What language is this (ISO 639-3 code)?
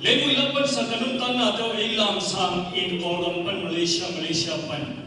ctd